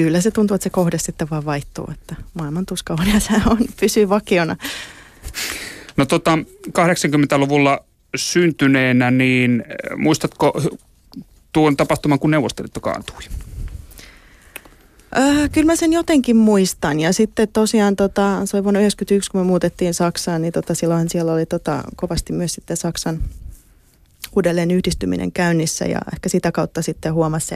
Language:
Finnish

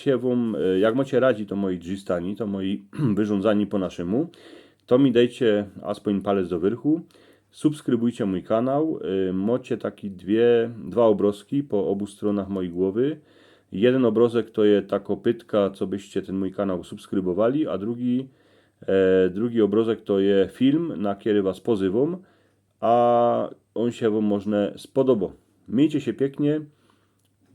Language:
Silesian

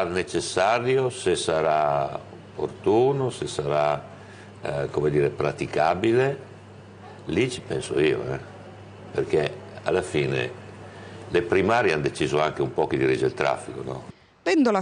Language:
Italian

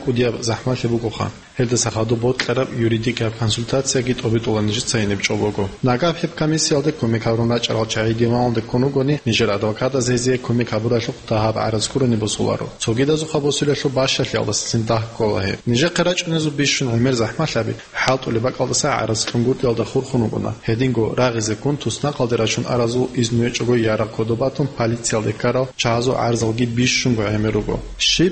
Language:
Avaric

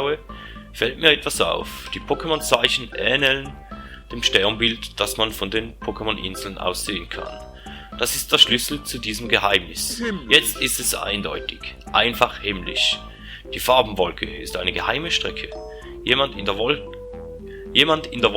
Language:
Swiss German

